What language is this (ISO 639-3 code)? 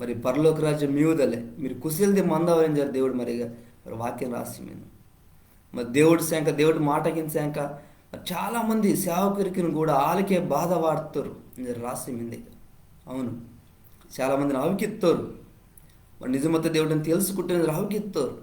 kff